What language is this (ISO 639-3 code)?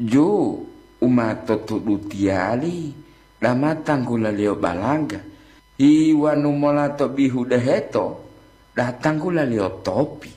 gor